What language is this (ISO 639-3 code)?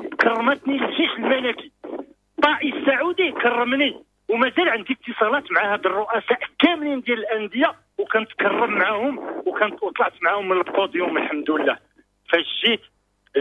ary